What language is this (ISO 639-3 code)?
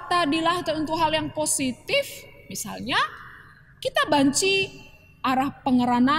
btx